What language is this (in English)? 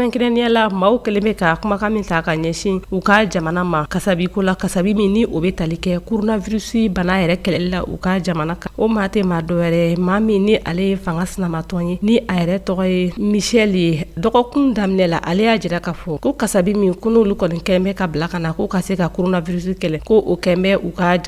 Bambara